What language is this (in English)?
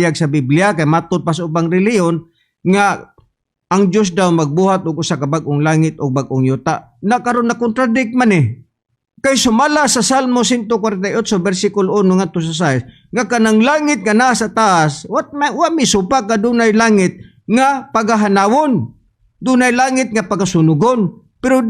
Cebuano